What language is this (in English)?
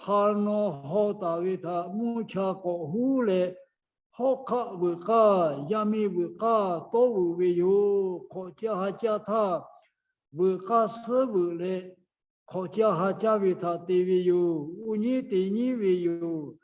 Lahu